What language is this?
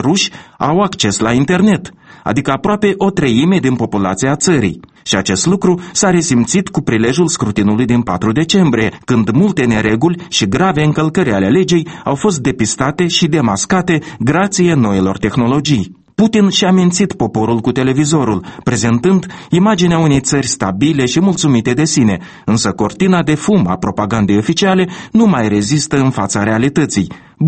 Romanian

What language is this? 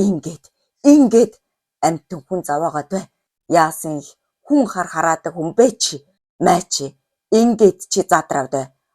Mongolian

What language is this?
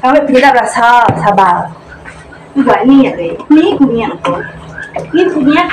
Iban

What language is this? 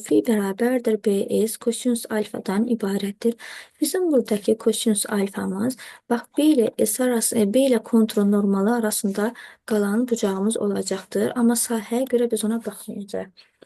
Azerbaijani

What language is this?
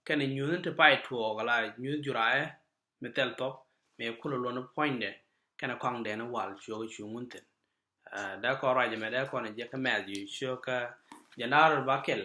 Nuer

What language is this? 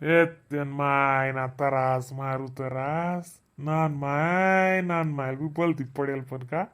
Khandesi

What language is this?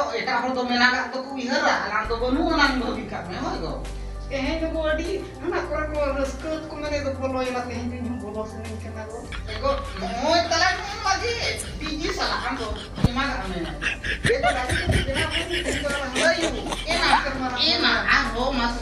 Santali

